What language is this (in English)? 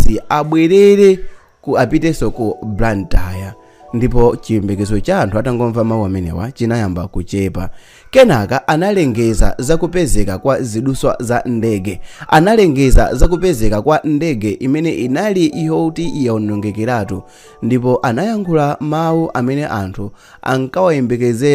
Nyanja